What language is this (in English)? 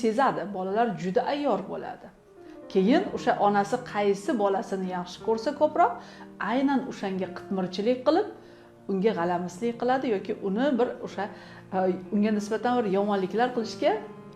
Uzbek